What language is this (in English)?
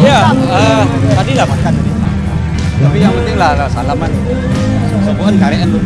Minangkabau